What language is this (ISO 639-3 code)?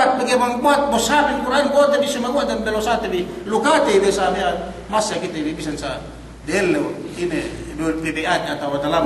yka